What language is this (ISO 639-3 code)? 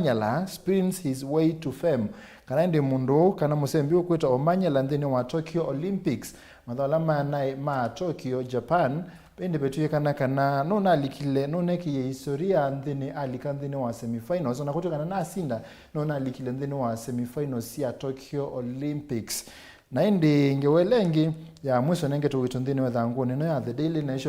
kam